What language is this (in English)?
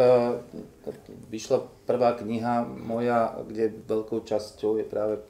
Slovak